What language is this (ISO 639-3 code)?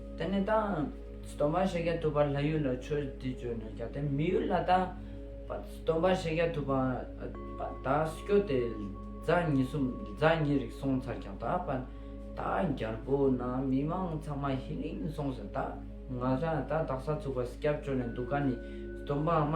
lbj